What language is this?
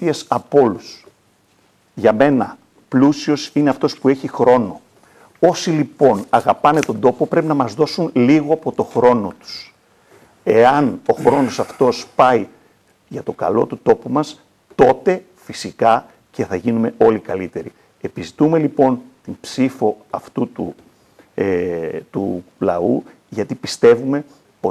Greek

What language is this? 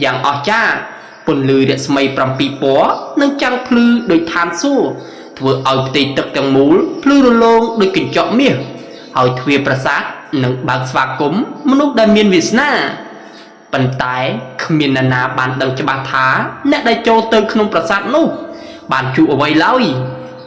Khmer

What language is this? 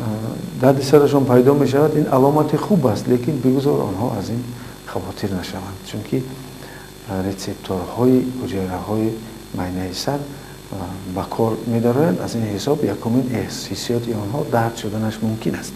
Tajik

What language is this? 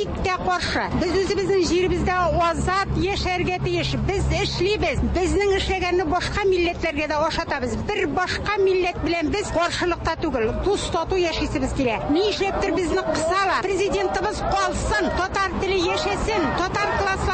Tatar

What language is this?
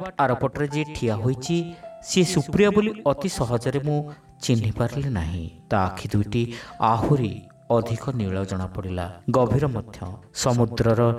Odia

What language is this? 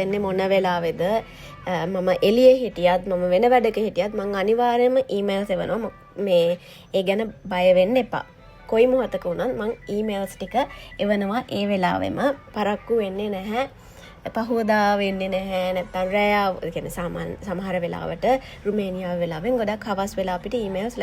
Sinhala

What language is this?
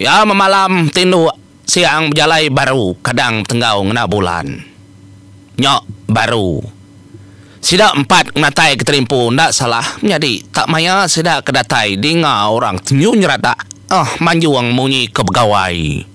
Iban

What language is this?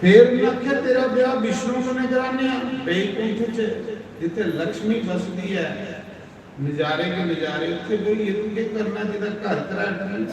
Dogri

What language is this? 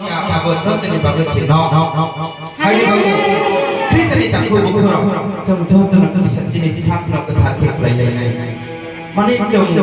Kok Borok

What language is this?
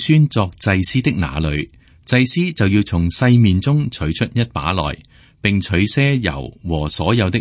Cantonese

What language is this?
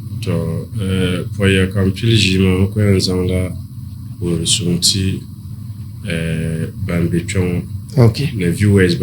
Dagbani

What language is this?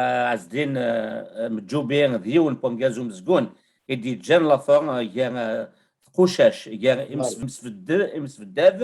Kabyle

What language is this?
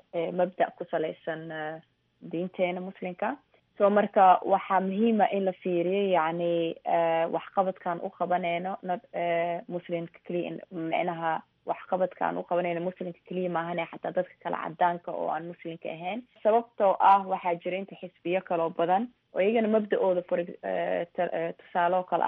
Somali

